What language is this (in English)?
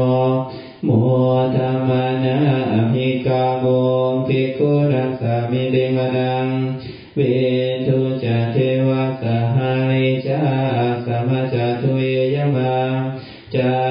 Pali